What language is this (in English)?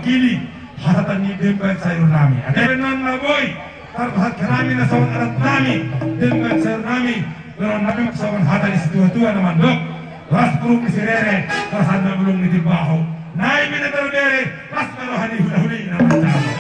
Batak Toba